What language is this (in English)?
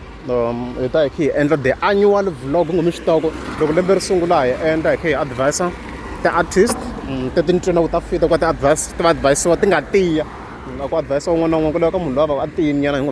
Tsonga